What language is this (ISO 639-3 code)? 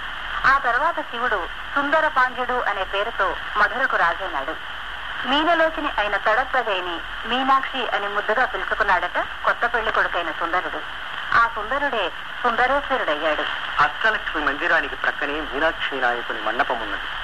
tel